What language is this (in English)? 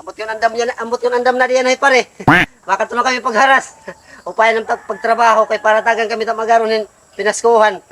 Waray